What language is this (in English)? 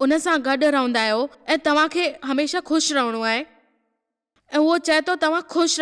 Sindhi